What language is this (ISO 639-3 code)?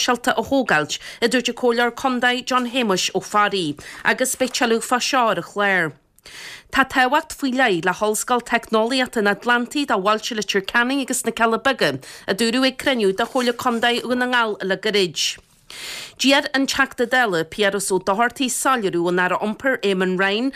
gle